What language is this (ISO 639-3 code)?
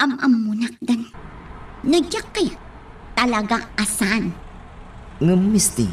ilo